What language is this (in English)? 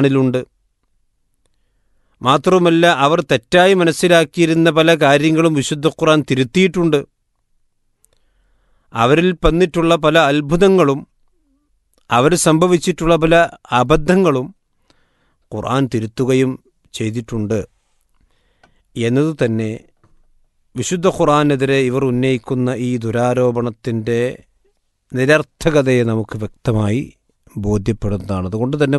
Malayalam